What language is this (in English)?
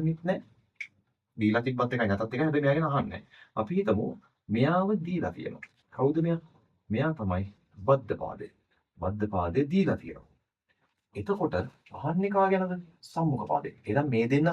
Sinhala